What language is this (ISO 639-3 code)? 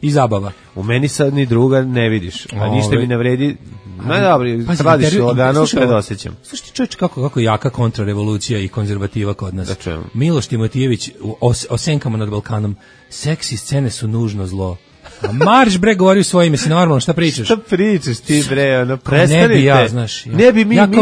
srp